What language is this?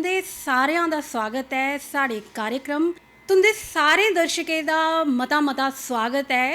Dogri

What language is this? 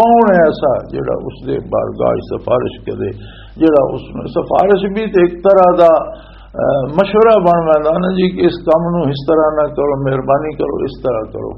Western Panjabi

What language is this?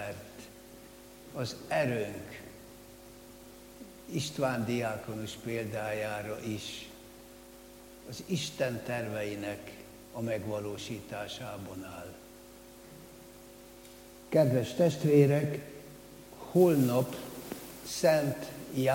Hungarian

